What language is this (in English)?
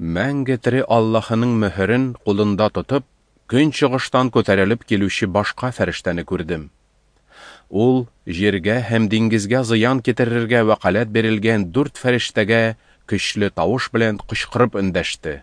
Tatar